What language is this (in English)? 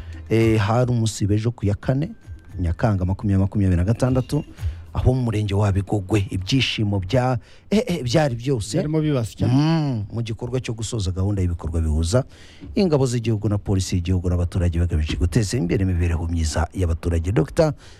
Kinyarwanda